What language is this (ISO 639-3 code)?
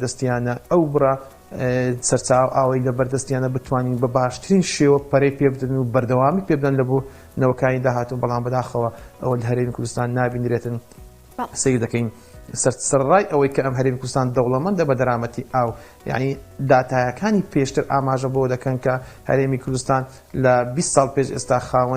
ckb